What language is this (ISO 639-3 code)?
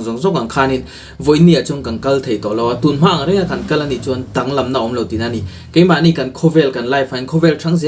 lus